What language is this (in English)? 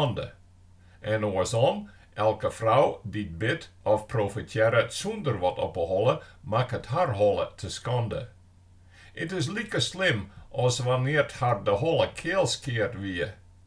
Western Frisian